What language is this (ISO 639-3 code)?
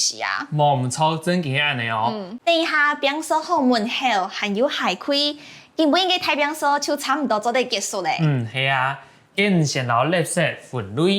hak